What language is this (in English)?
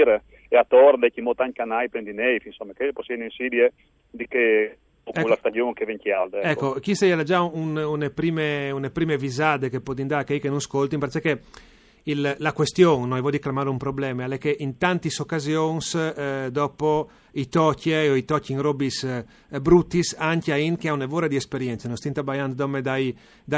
Friulian